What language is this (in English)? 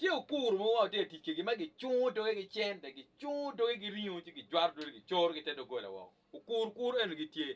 Acoli